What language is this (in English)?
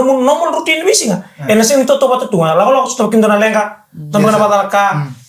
Fijian